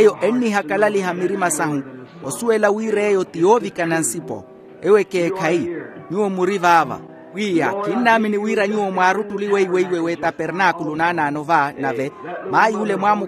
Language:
Makhuwa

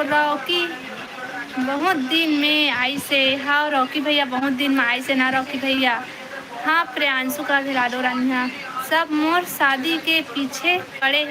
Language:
Chhattisgarhi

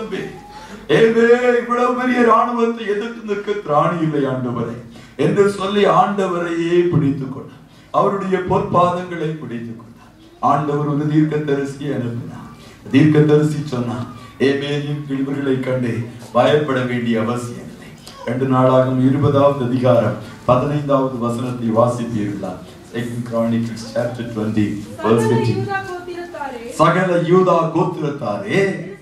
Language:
Tamil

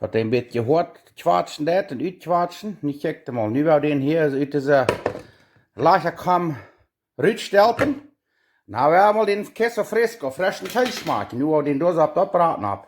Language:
Plautdietsch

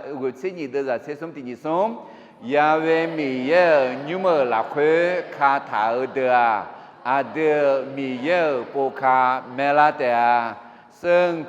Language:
Akha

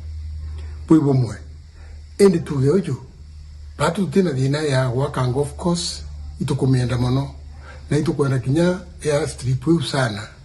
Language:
Meru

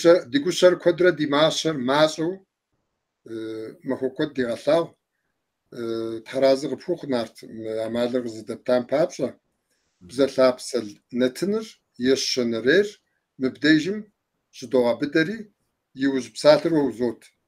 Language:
Kabardian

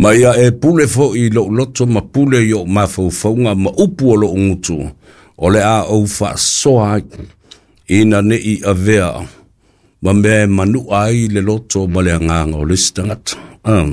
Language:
Samoan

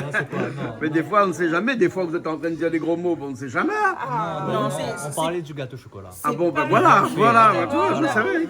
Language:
Réunion Creole French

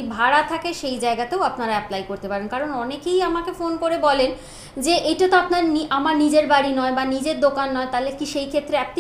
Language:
Bangla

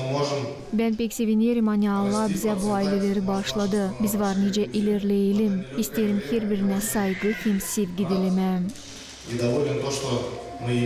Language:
Gagauz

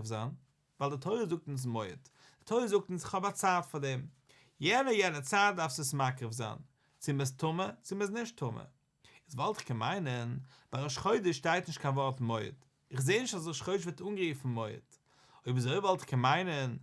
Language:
Yiddish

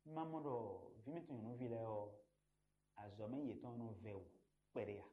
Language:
Fon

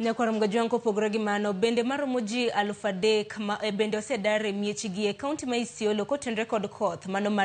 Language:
Luo (Kenya and Tanzania)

